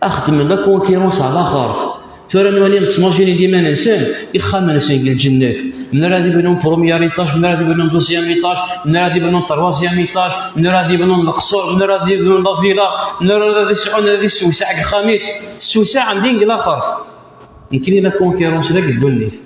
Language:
Kabyle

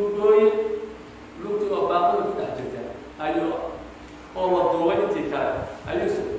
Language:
Somali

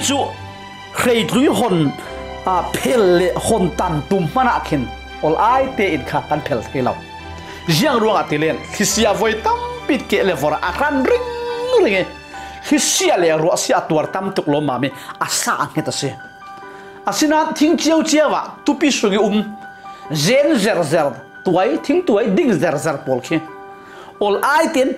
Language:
Falam Chin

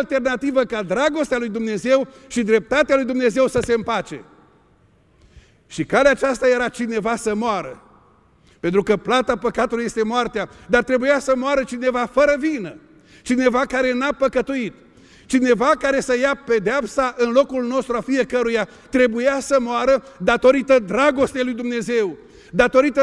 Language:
Romanian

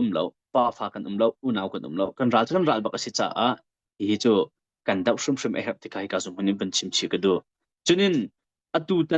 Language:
Hakha Chin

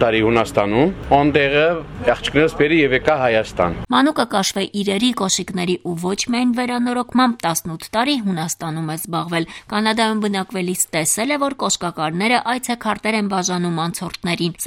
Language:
Armenian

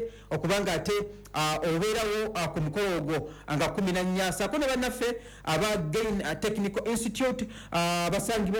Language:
Ganda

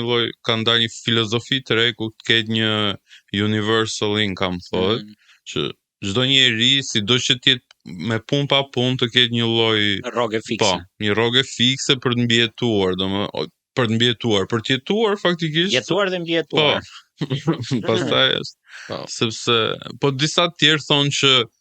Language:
Albanian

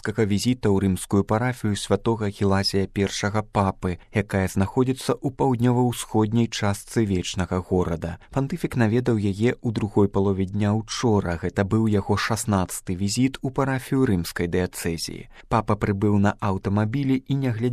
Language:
Belarusian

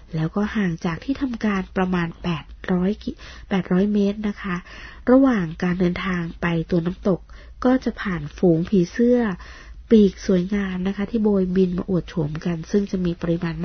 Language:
Thai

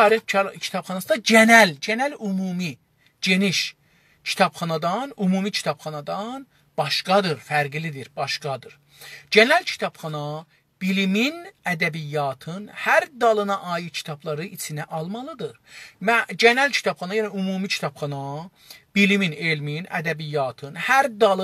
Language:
South Azerbaijani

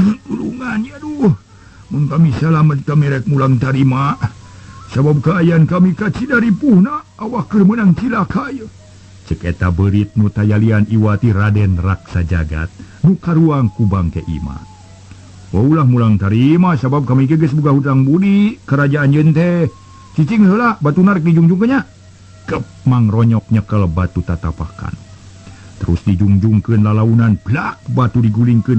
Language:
Sundanese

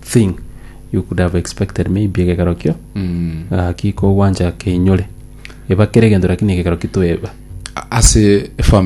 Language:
Gusii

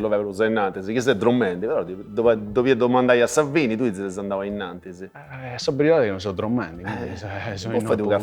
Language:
Sardinian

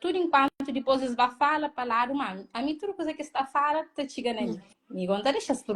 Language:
Kabuverdianu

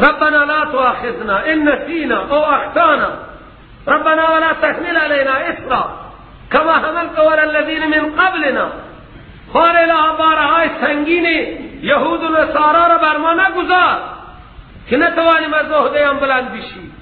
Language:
Persian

